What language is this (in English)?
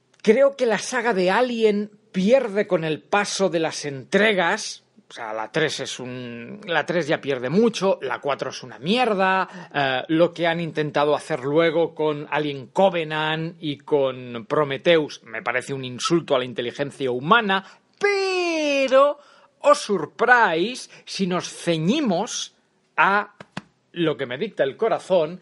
Spanish